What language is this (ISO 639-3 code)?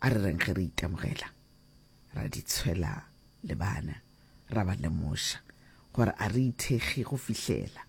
nso